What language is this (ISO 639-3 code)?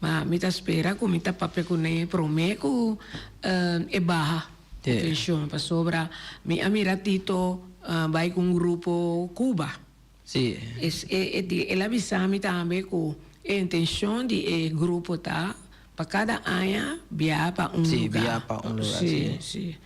pap